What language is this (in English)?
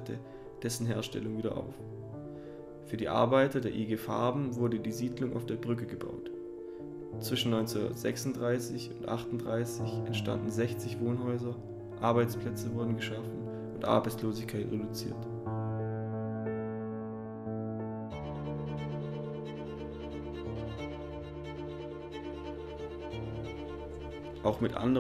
German